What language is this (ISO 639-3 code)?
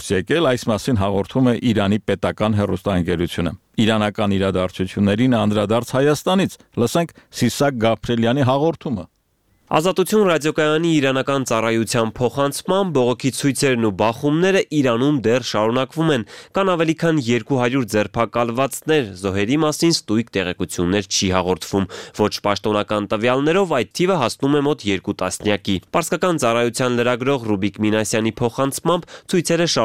hye